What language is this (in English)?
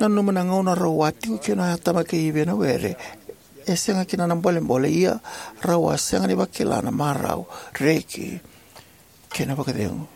Fijian